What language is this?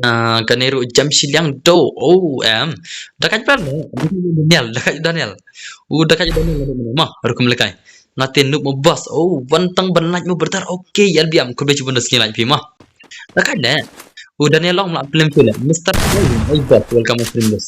Khasi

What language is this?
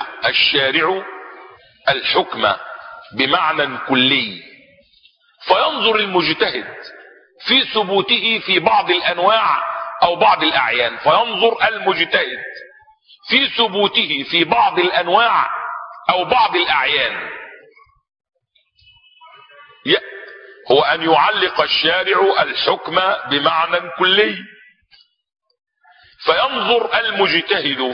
Arabic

